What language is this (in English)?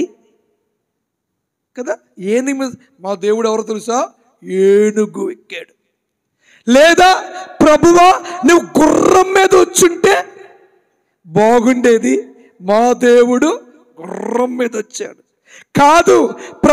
Telugu